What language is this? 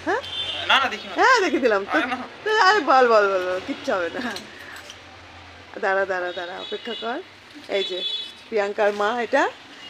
Bangla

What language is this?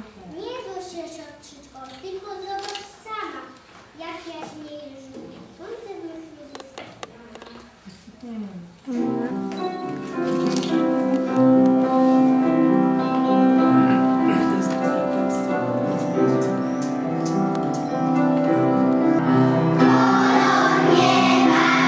Polish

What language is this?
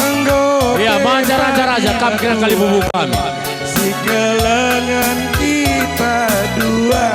Batak Karo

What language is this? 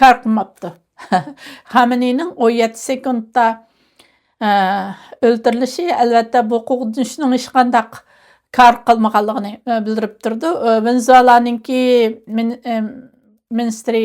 Uyghur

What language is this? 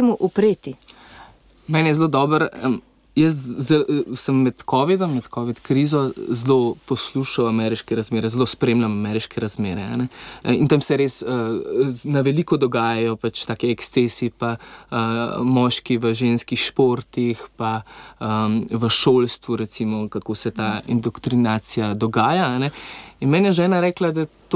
Slovenian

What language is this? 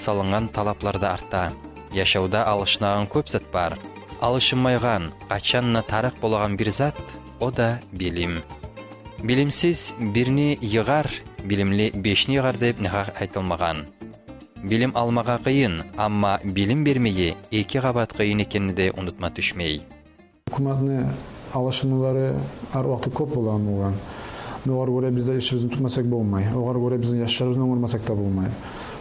Kumyk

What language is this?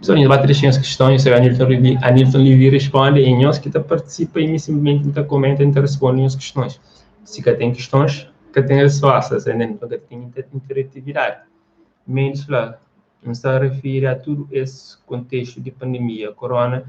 Kabuverdianu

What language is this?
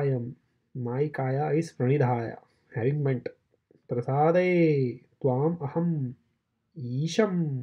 Sanskrit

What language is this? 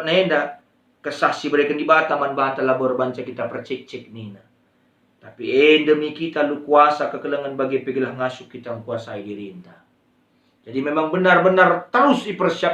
Batak Karo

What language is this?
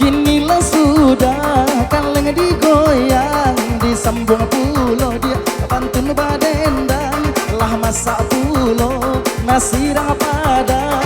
Minangkabau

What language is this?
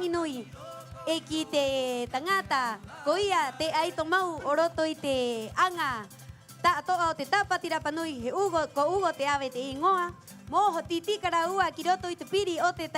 Rapanui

